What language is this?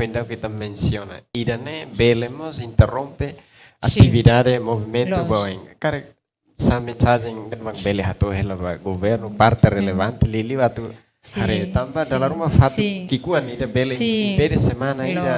Tetum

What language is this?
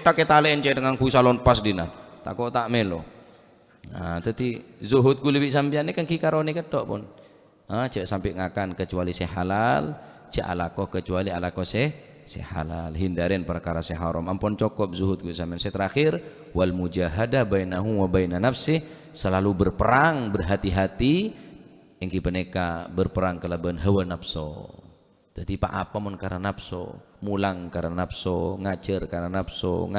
Madurese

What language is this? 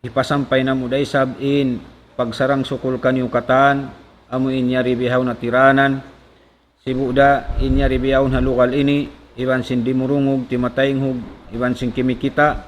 Tausug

